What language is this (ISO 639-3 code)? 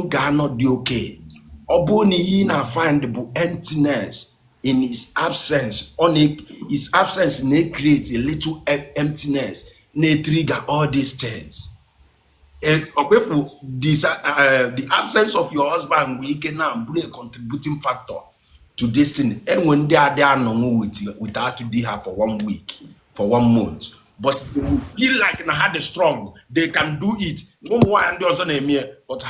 ibo